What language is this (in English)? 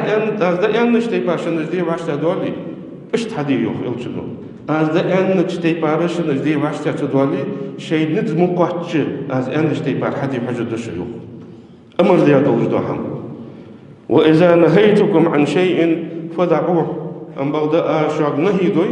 Ingush